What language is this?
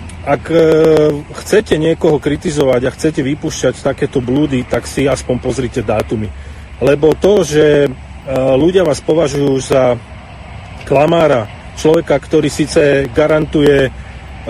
Slovak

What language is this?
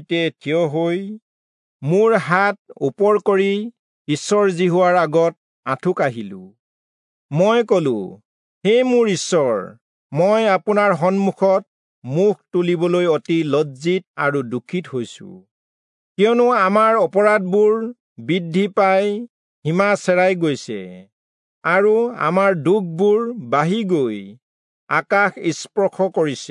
Assamese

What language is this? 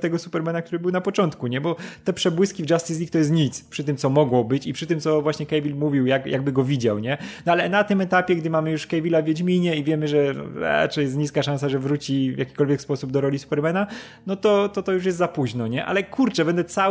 Polish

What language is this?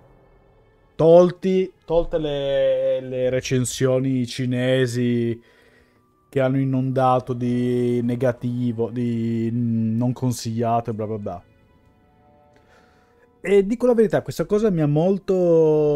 Italian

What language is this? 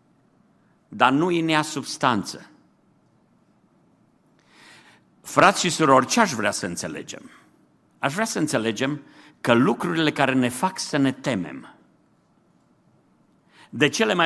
Romanian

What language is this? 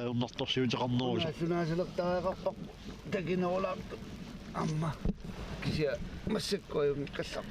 Kalaallisut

